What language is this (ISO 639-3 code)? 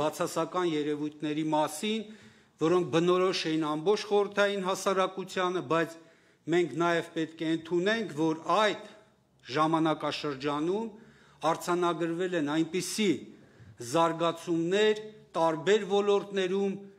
hye